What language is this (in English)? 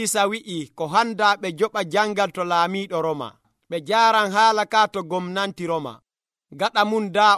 Nigerian Fulfulde